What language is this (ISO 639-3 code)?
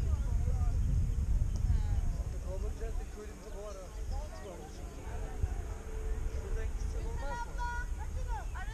tur